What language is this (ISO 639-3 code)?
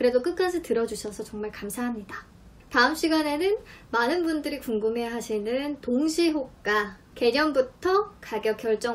kor